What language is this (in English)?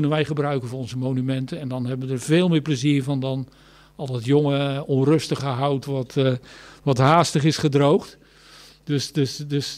Dutch